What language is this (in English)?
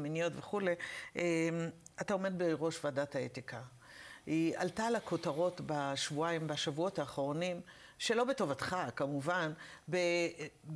Hebrew